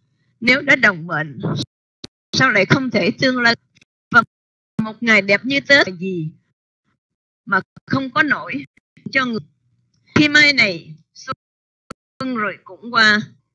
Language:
Vietnamese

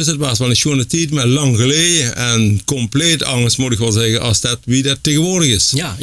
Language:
Limburgish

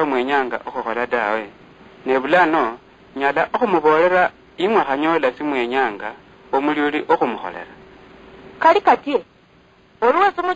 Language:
Luyia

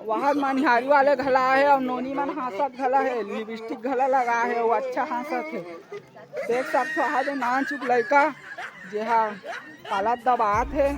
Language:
Chhattisgarhi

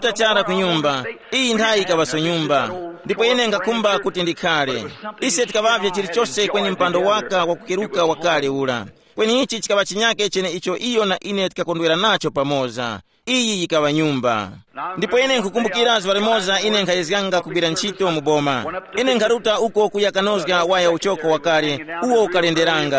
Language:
Tumbuka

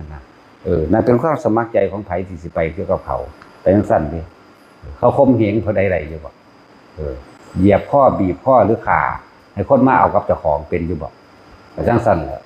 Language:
Northeastern Thai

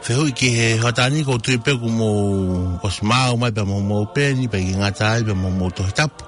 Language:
Tongan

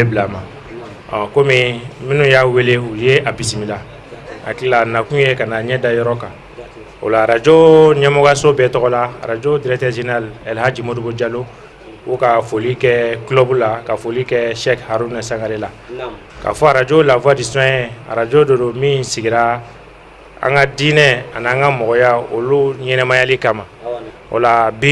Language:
Bambara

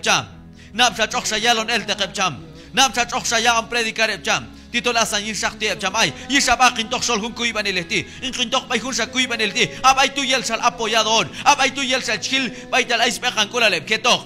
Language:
Q'anjob'al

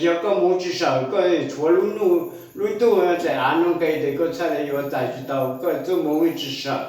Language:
Hmong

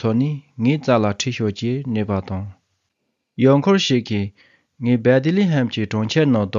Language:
Tibetan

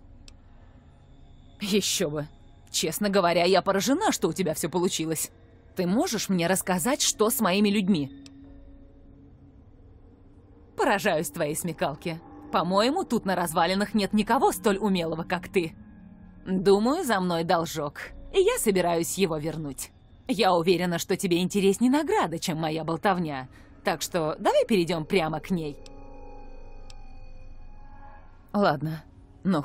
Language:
Russian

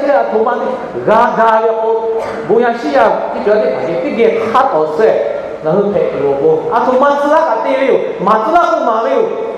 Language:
Lahu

